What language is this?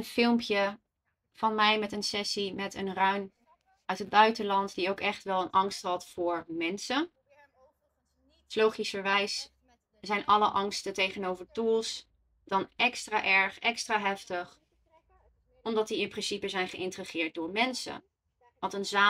Dutch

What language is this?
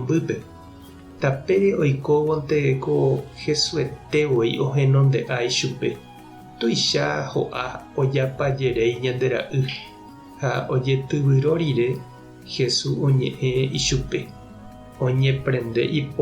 Guarani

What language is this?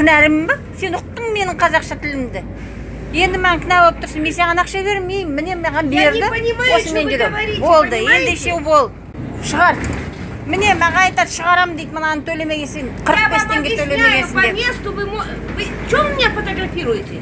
Kazakh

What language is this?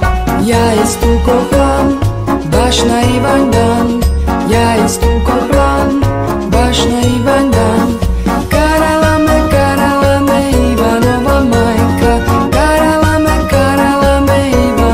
Serbian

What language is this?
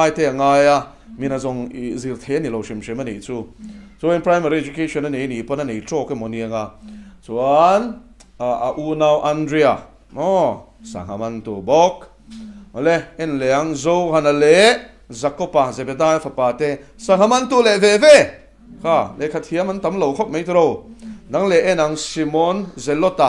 Mizo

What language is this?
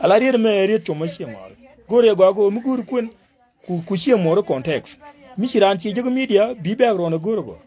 Nuer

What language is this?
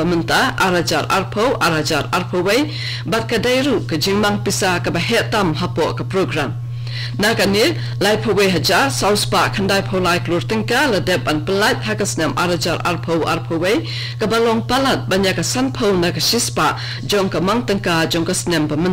Khasi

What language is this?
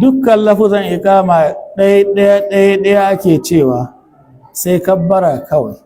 Hausa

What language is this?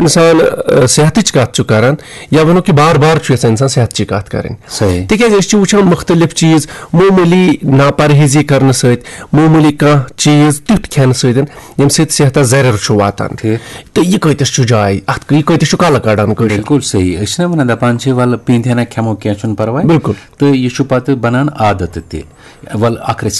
Kashmiri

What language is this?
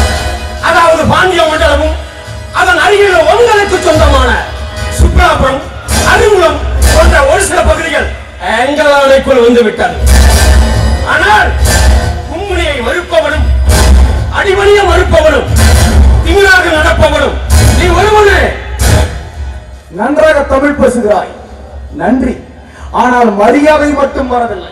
Tamil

